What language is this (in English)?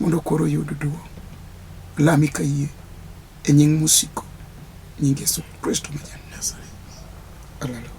Luo (Kenya and Tanzania)